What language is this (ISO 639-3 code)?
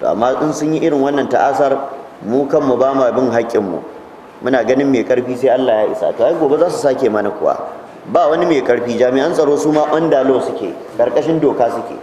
hau